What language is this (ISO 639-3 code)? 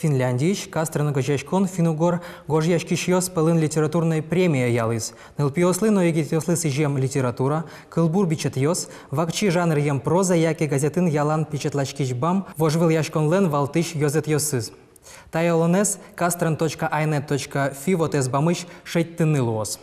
udm